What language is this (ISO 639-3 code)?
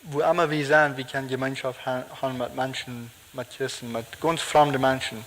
pdt